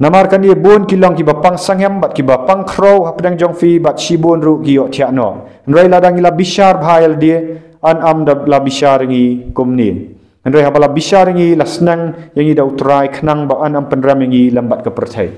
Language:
Khasi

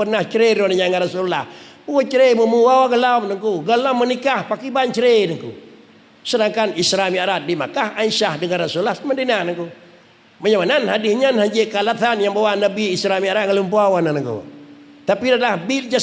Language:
Achinese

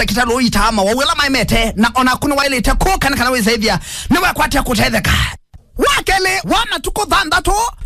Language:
Kamba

